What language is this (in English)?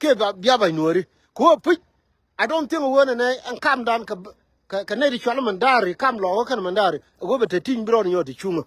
Nuer